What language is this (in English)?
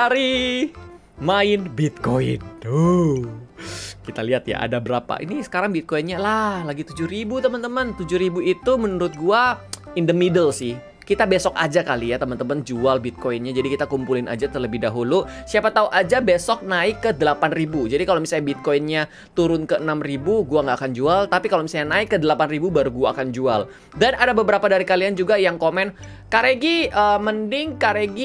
Indonesian